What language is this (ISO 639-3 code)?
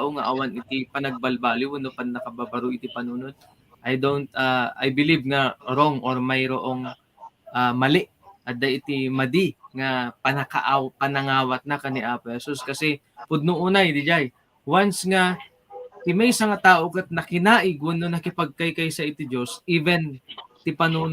ilo